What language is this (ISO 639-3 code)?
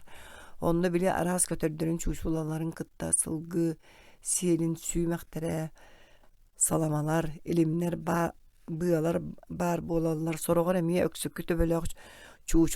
sah